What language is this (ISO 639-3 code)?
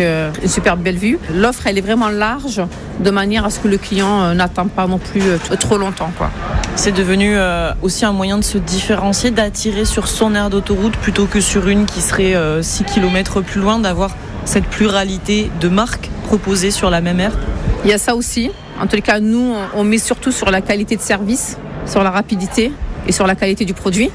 fra